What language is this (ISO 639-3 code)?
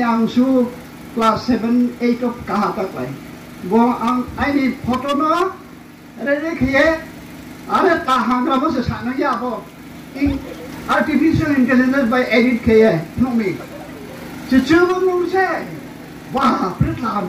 ria